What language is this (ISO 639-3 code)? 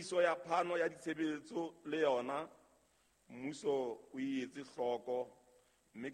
sot